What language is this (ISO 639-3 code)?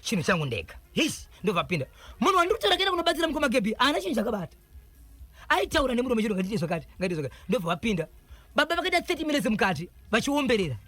sna